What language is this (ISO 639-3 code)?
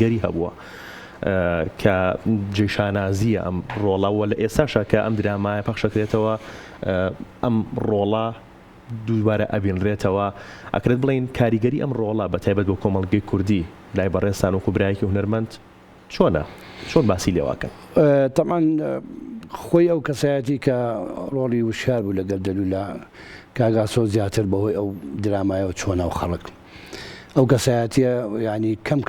ckb